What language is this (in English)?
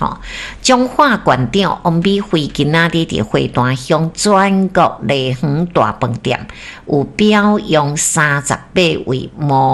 Min Nan Chinese